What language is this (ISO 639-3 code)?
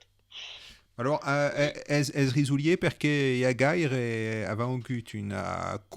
oci